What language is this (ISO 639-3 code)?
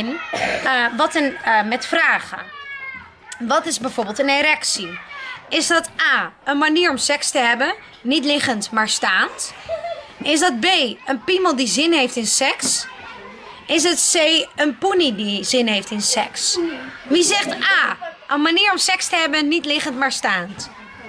nld